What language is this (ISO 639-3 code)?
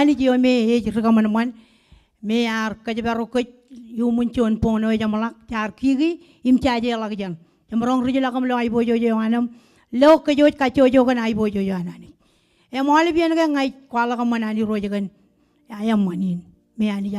mah